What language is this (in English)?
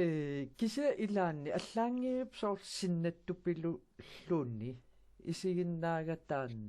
Kalaallisut